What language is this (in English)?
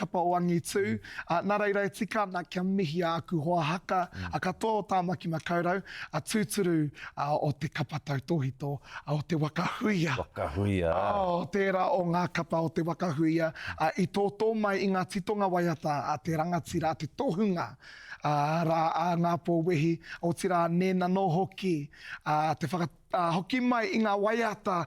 Māori